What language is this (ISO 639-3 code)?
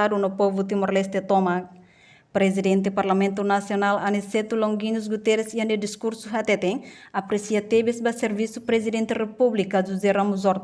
tet